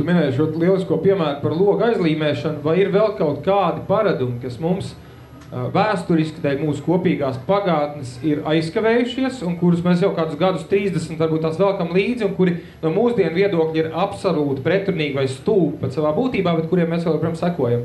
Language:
Latvian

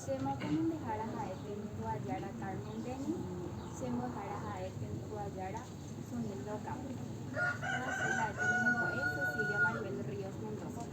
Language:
Guarani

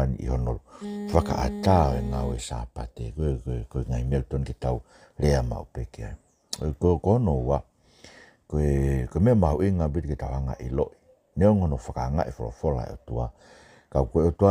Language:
Tongan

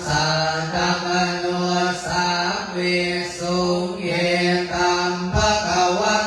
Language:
Pali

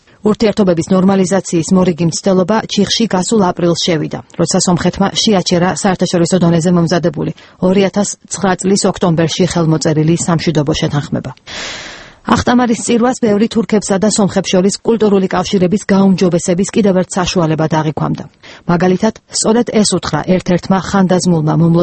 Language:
Georgian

